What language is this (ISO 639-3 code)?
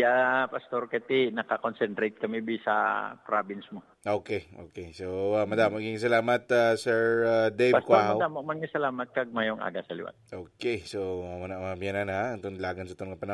hil